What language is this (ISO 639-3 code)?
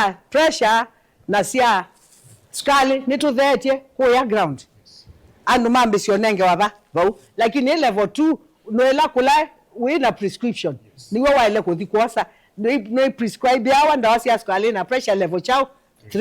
kam